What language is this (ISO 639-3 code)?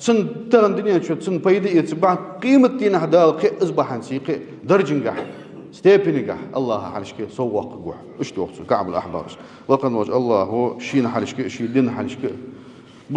inh